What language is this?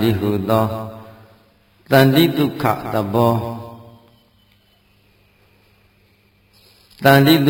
Burmese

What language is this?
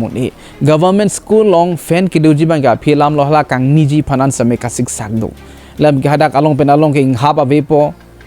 Karbi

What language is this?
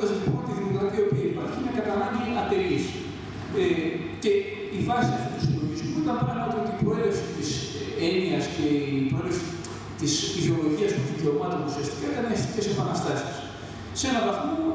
Greek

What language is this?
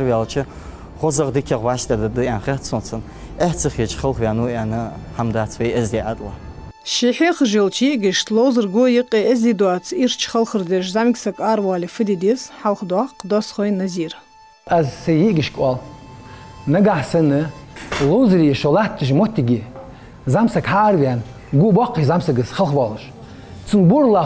Ingush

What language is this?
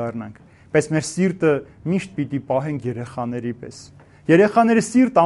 Armenian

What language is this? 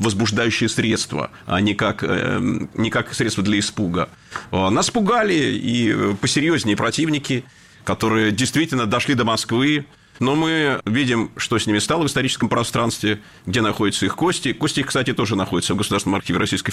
Russian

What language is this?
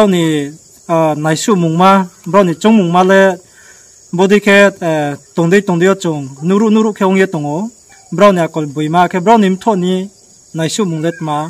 Riang (India)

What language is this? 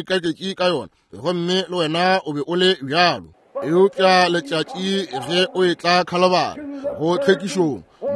Northern Sotho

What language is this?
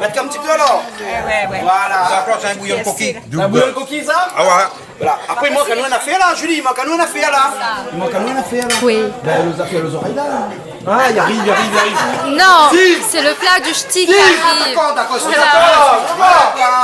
Réunion Creole French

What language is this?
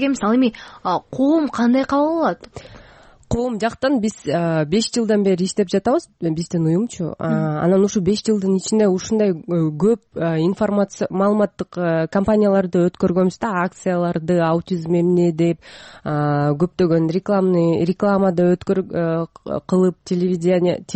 Kyrgyz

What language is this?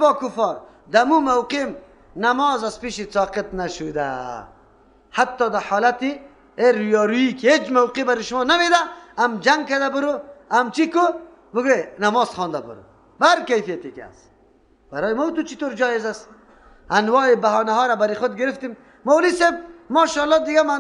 Persian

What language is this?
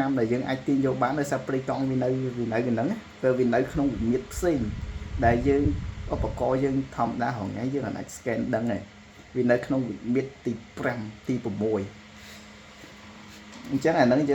Khmer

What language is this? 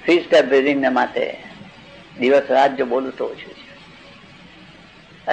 Gujarati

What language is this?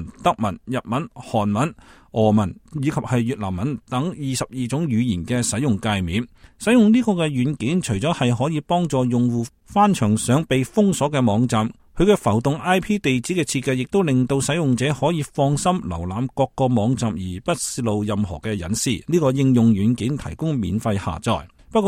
Cantonese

